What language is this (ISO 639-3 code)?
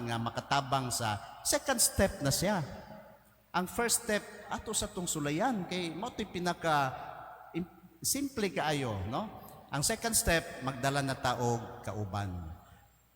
ceb